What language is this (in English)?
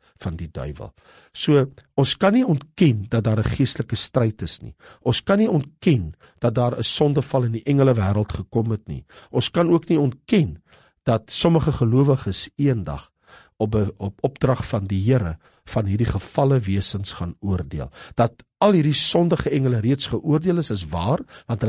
Afrikaans